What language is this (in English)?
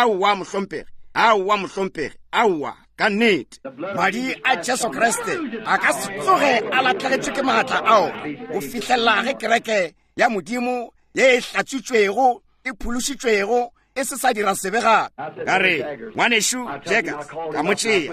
Northern Sotho